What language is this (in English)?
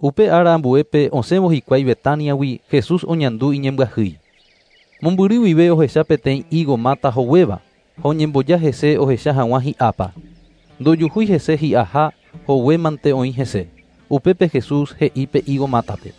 Guarani